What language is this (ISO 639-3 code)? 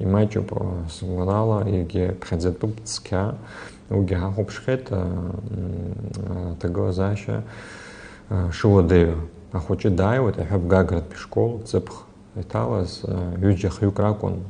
abk